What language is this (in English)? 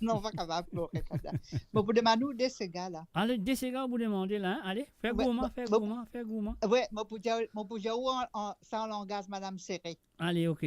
Morisyen